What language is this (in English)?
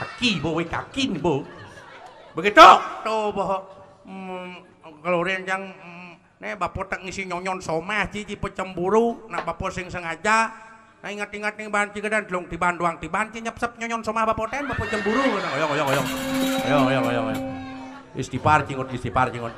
Balinese